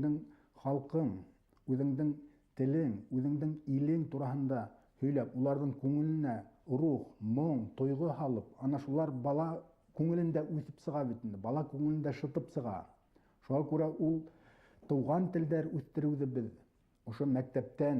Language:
Bashkir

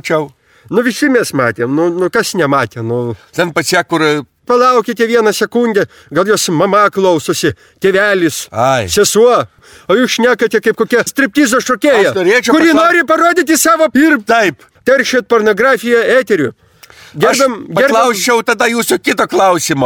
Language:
Lithuanian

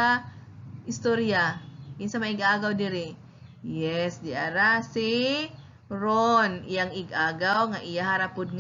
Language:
Cebuano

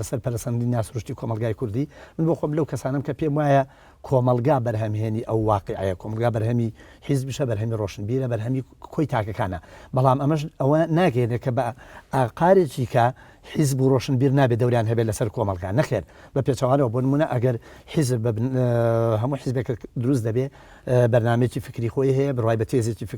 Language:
Central Kurdish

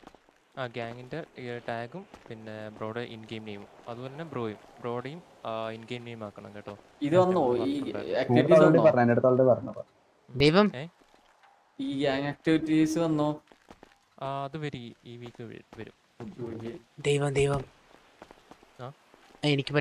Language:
Malayalam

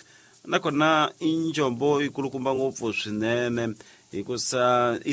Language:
Tsonga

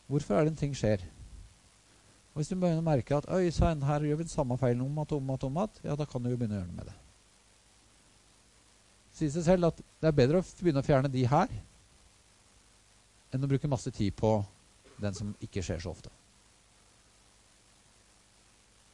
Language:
Norwegian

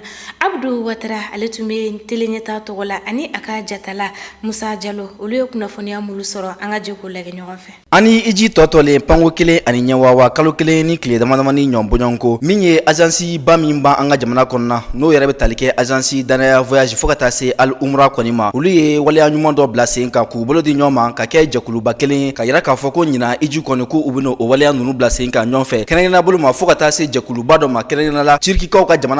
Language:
Bambara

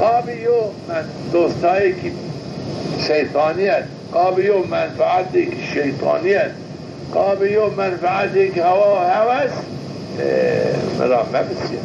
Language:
Zaza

